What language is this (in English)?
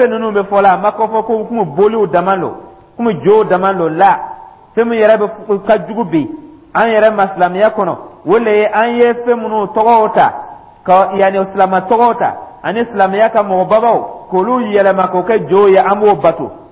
Dyula